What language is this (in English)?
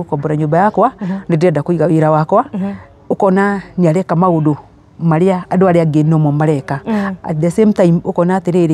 Kikuyu